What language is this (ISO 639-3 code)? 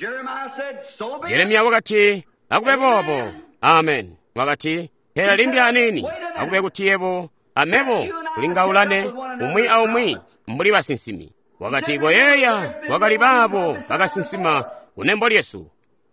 toi